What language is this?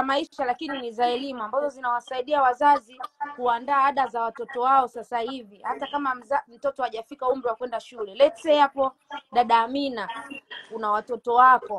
Swahili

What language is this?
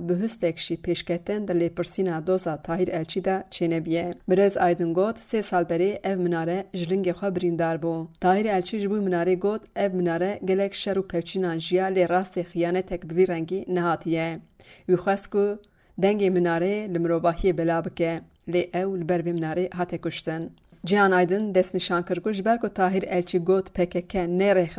Kurdish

